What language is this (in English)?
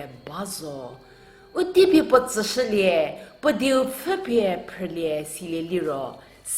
Angami Naga